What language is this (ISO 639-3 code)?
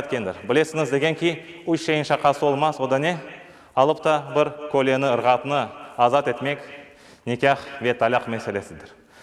crh